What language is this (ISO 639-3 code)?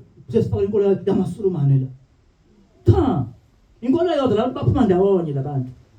zul